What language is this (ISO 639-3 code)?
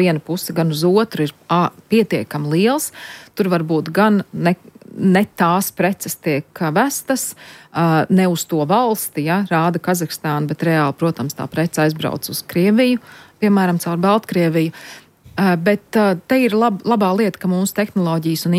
lav